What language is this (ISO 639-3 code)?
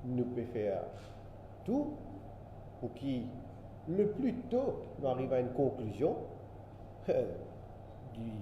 mfe